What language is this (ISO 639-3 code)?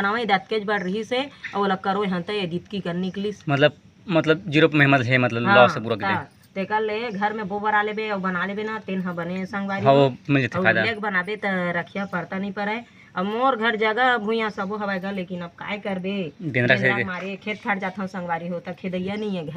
hne